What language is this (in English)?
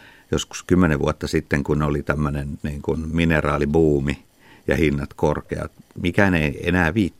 Finnish